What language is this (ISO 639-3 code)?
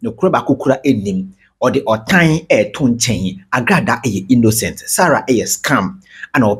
aka